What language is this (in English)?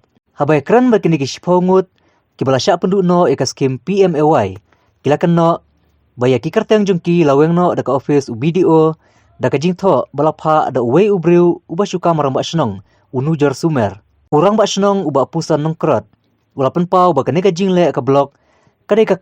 Khasi